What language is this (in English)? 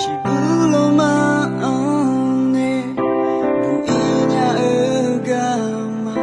Akha